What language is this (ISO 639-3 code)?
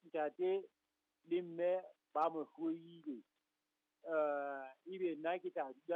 sot